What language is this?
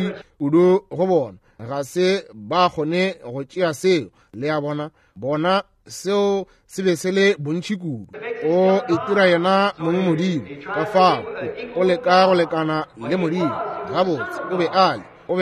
Northern Sotho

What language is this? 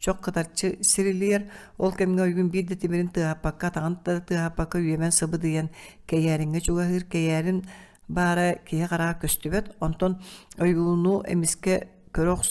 Yakut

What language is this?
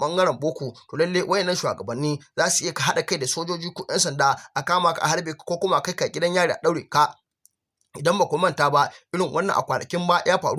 Hausa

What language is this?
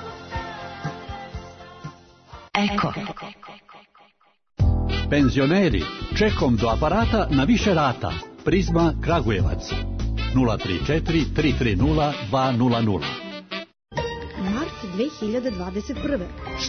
Serbian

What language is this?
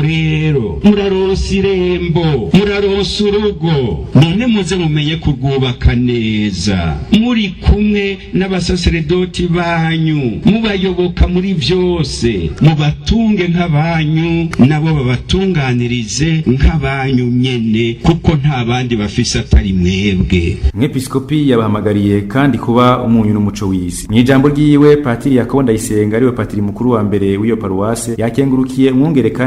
Rundi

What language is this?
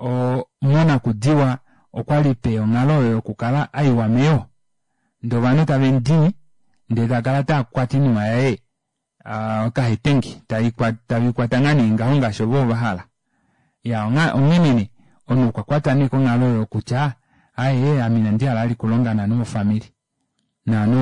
Kuanyama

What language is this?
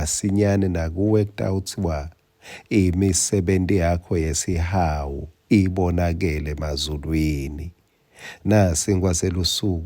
Swati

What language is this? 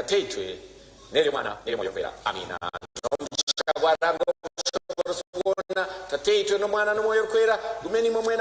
Nyankole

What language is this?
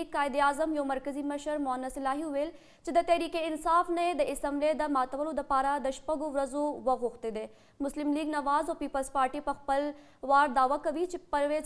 Pashto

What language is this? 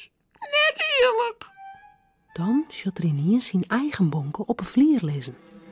Western Frisian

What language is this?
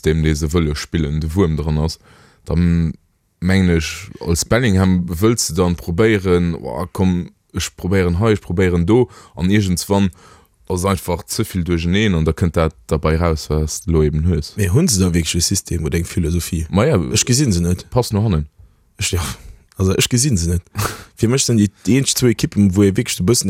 Luxembourgish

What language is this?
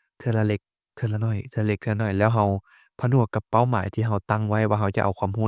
Lao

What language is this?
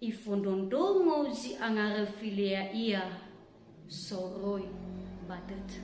Nias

